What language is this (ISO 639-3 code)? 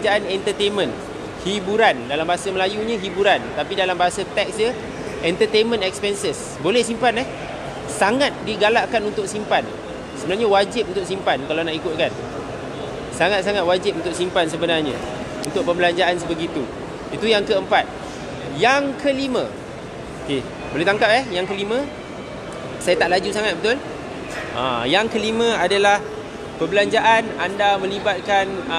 msa